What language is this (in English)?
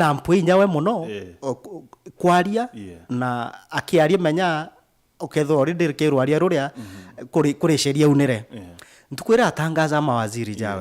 Meru